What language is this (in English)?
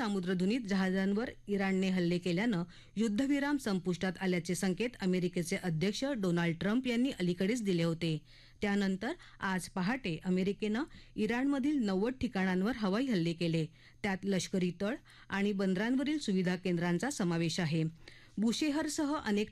Marathi